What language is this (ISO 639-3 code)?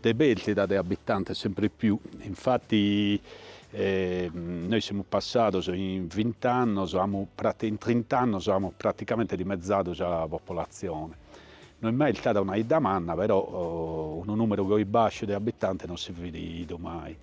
srd